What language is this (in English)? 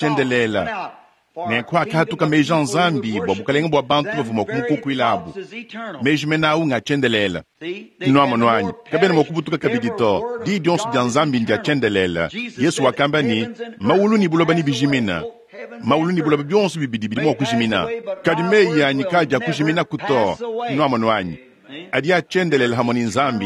Luba-Lulua